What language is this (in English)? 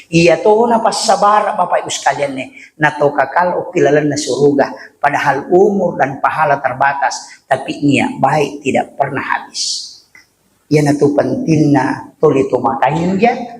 Buginese